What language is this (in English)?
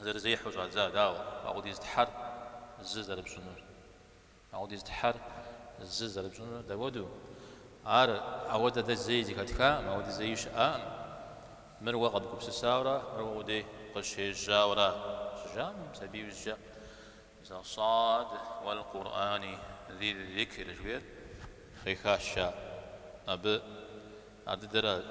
Kabardian